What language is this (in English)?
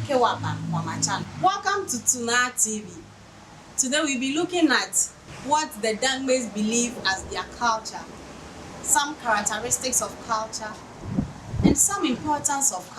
Adangme